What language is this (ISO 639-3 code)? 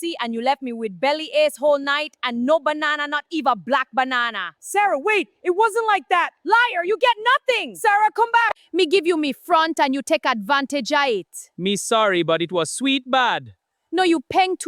jam